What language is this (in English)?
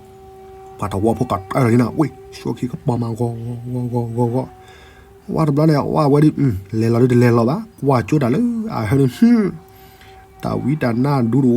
S'gaw Karen